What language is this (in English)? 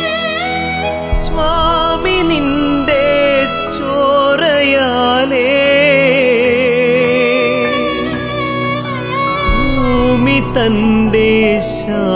Malayalam